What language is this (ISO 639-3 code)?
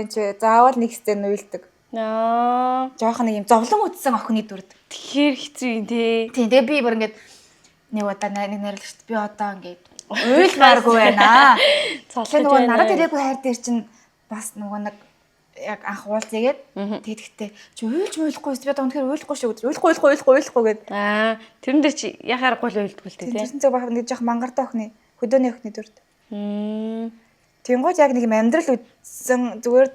mon